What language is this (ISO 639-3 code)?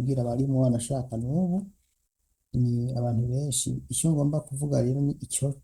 run